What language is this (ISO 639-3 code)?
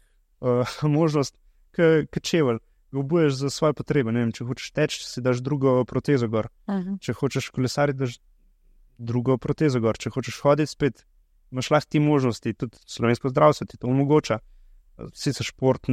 slv